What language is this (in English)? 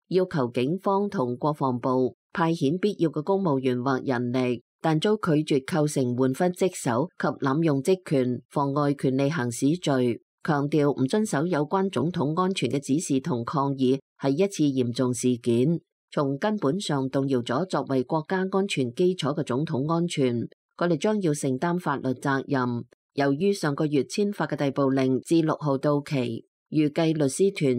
Cantonese